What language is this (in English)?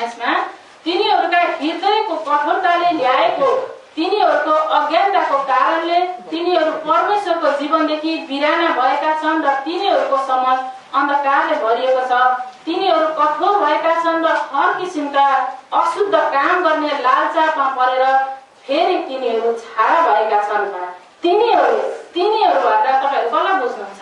Nepali